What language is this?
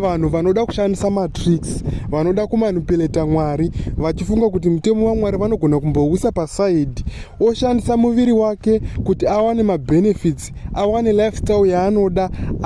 Shona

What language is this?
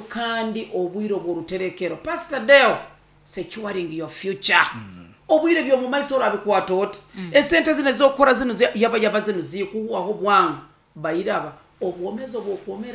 Nyoro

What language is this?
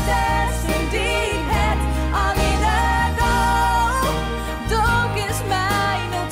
Western Frisian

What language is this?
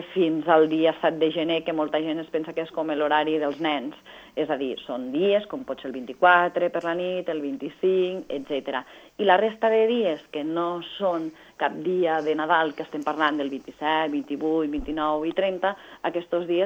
Catalan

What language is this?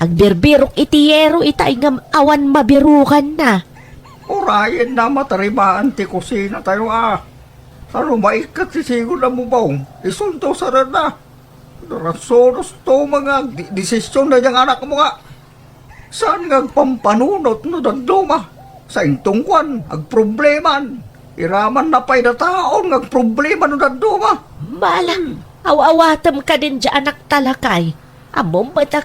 Iloko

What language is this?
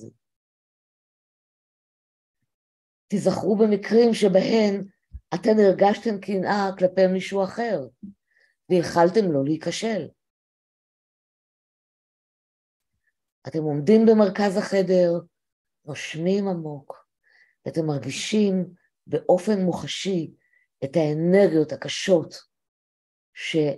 Hebrew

